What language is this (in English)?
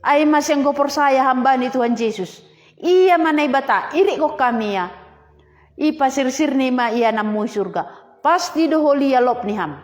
Batak Simalungun